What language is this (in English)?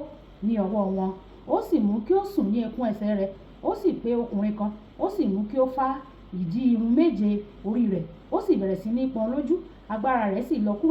Yoruba